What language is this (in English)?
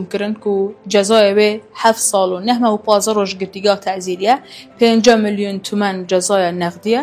Kurdish